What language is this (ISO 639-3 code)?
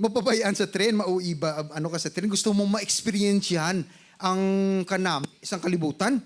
hil